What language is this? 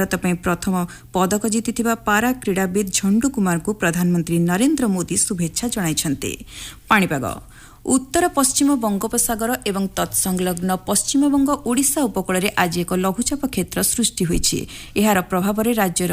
Odia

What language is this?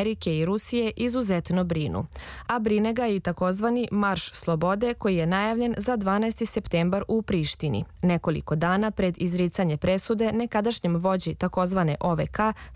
Serbian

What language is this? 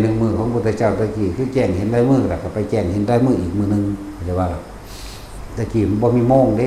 Northeastern Thai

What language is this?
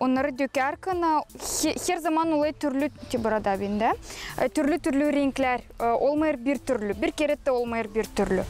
Gagauz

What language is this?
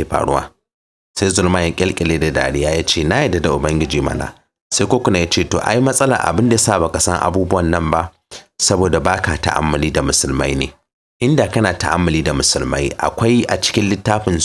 Hausa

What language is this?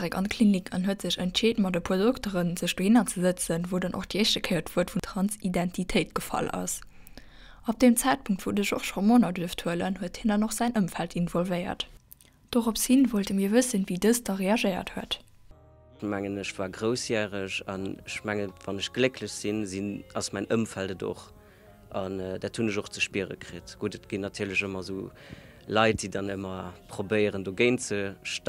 Luxembourgish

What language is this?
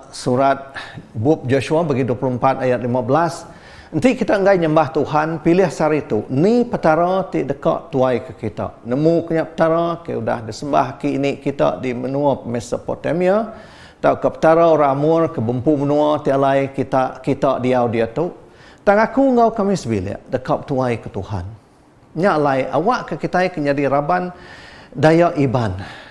Iban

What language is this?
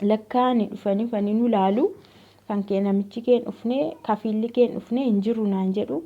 Oromo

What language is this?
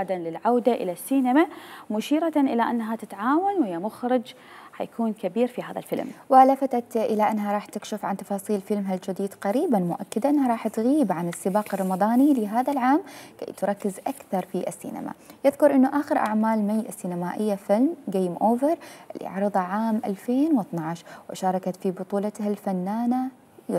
Mesopotamian Arabic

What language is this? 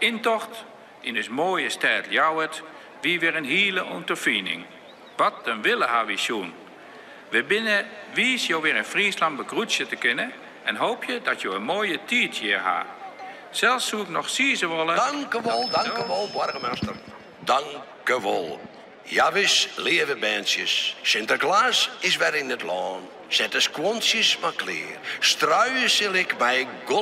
Western Frisian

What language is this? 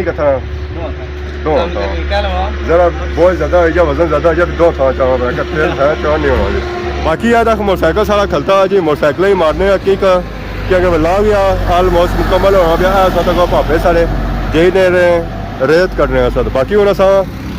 Pahari-Potwari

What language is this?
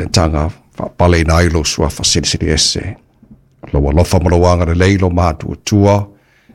Samoan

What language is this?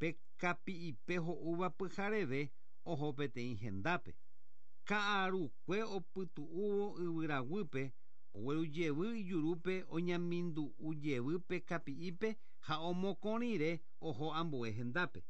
Guarani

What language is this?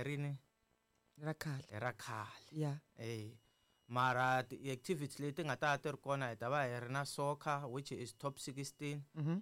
Tsonga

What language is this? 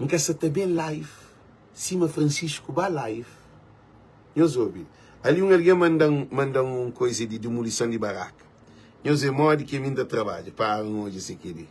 Kabuverdianu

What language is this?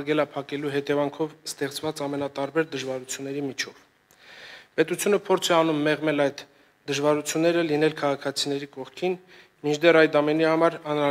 Armenian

